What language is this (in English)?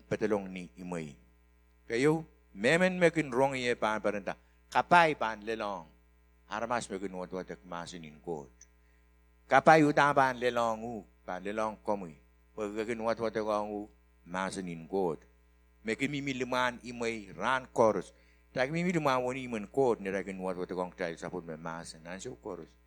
Pohnpeian